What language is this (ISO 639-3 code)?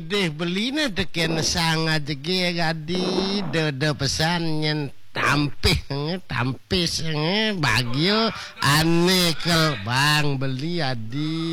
ban